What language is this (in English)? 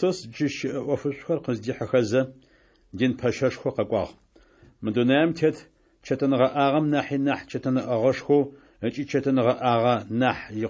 Adyghe